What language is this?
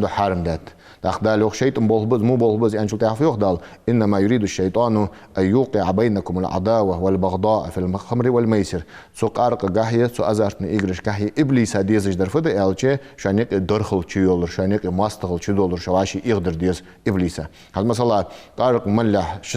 Ingush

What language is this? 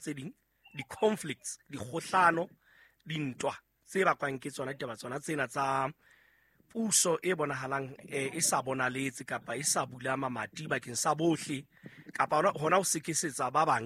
Southern Sotho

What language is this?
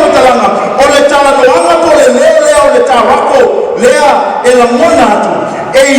Samoan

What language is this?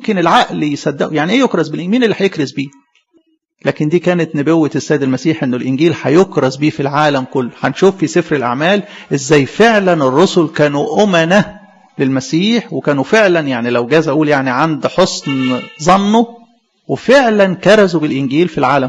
Egyptian Arabic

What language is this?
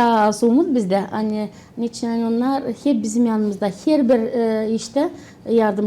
Gagauz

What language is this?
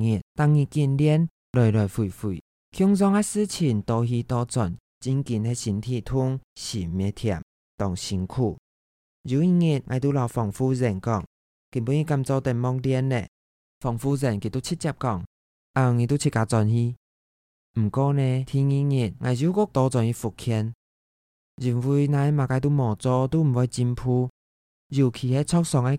Hakka Chinese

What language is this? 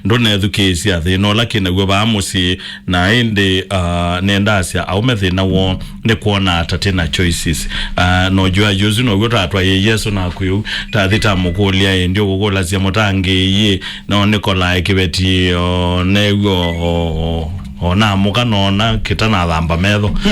Kamba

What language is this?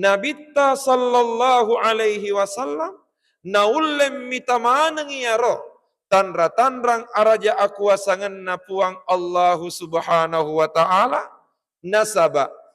Buginese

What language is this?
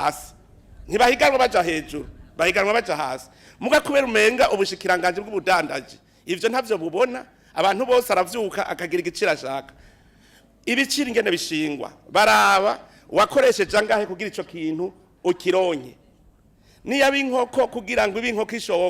Rundi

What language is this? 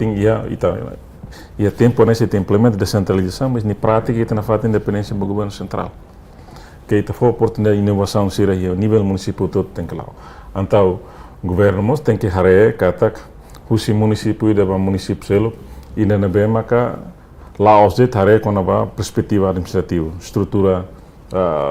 Tetum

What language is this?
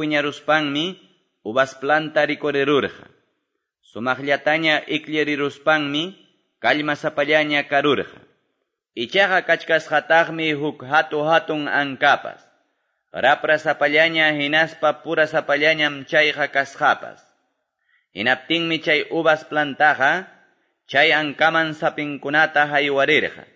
Quechua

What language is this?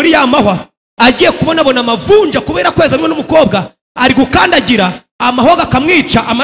Kinyarwanda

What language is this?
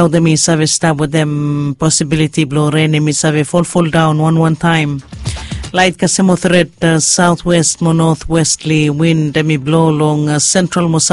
Bislama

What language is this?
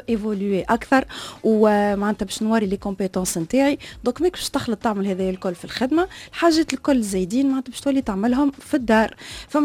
Tunisian Arabic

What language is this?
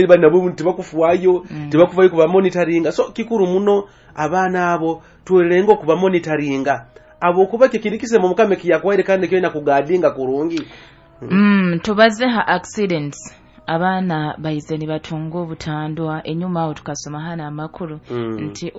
Nyoro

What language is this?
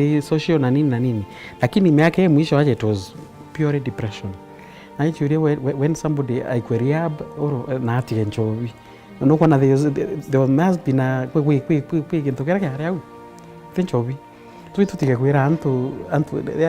Meru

